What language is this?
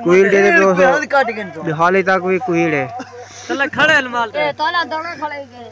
Saraiki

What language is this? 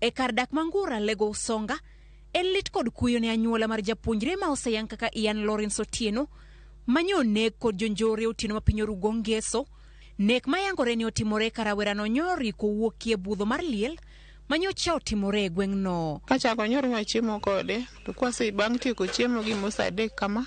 Luo (Kenya and Tanzania)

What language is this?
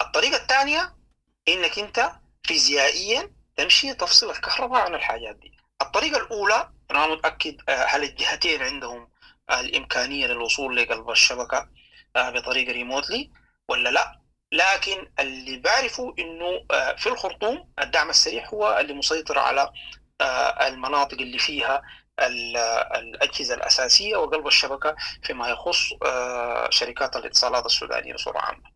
Sudanese Arabic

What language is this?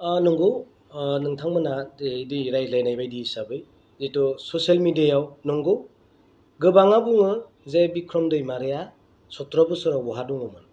Bodo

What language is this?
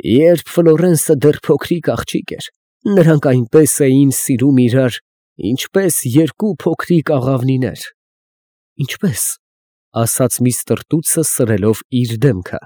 Armenian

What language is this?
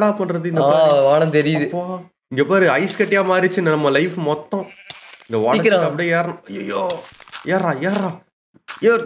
Tamil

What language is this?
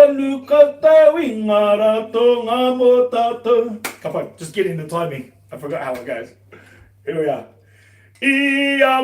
Māori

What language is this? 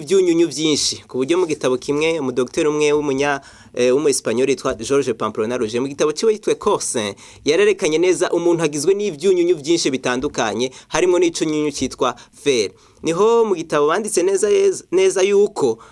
Rundi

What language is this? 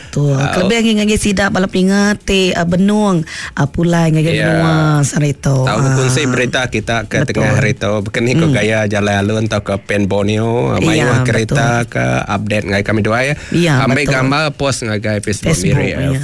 Iban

